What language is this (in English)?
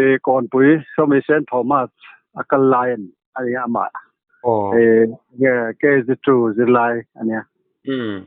Mizo